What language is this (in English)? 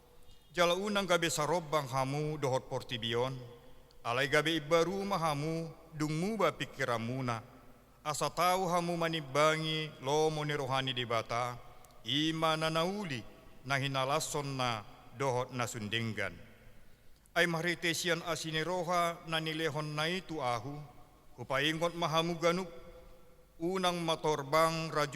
Batak Toba